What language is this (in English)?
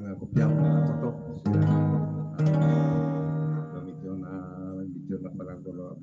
Hiligaynon